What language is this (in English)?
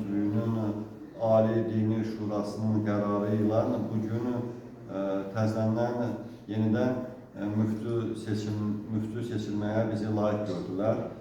Azerbaijani